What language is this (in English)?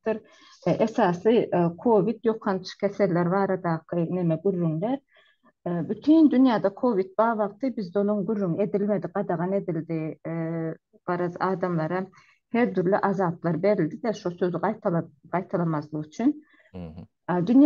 Turkmen